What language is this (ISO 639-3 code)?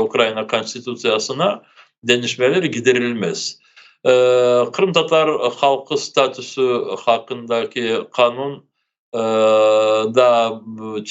crh